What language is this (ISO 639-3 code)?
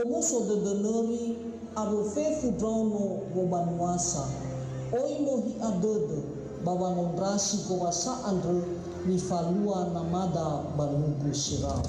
nia